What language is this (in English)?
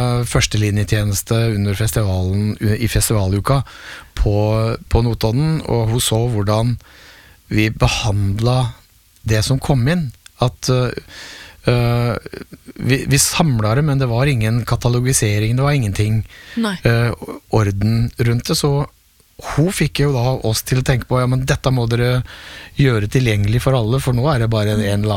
Norwegian